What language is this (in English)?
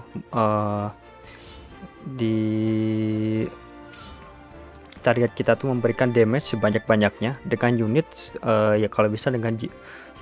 Indonesian